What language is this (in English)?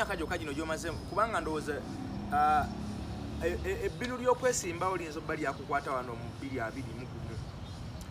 Ganda